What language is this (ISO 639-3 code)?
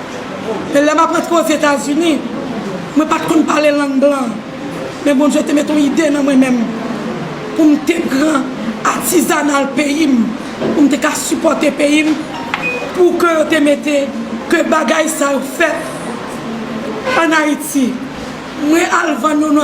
hat